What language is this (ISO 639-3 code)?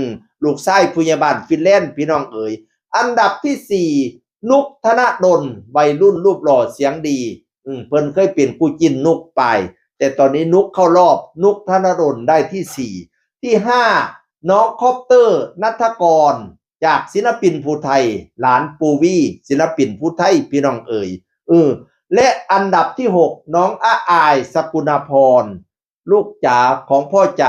tts